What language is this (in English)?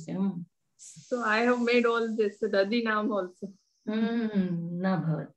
Sanskrit